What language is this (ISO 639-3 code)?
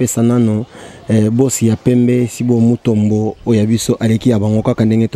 lin